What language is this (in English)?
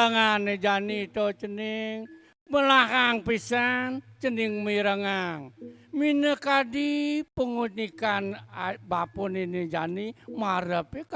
Balinese